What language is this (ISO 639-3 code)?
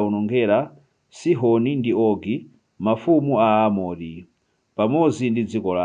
nya